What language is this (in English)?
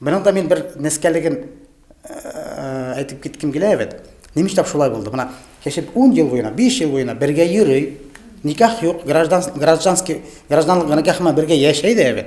Bashkir